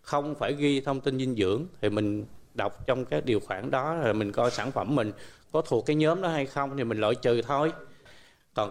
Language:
Vietnamese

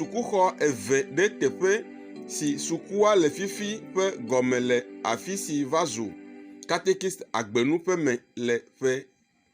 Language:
Ewe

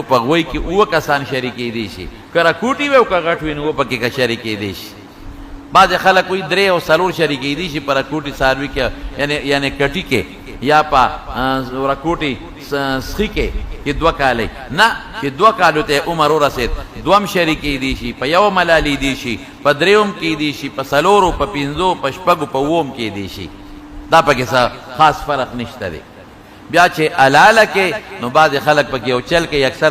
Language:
Pashto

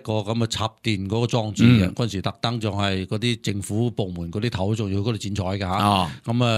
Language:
Cantonese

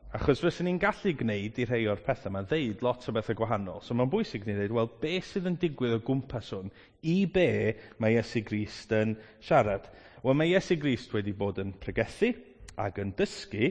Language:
Welsh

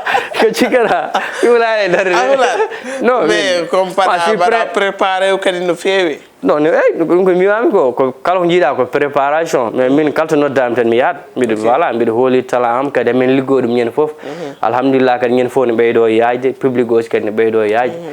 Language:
Fula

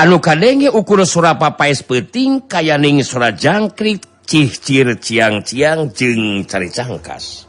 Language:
Sundanese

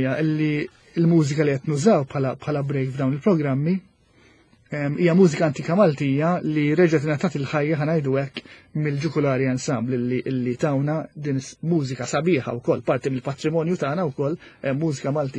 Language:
Maltese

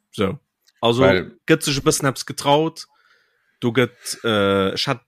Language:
Luxembourgish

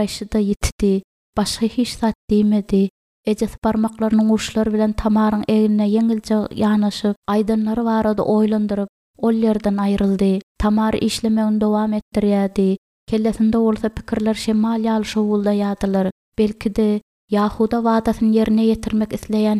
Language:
Turkmen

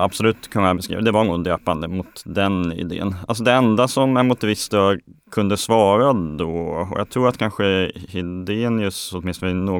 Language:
Swedish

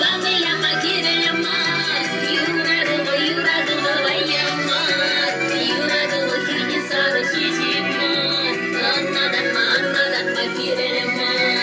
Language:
Chuvash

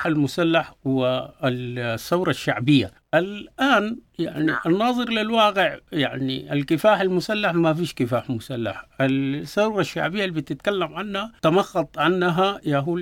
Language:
Sudanese Arabic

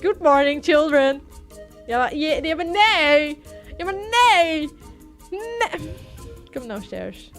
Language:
Western Frisian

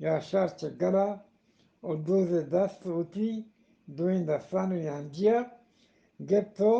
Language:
Eastern Balochi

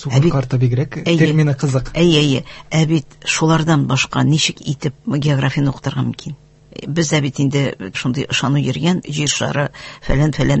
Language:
Tatar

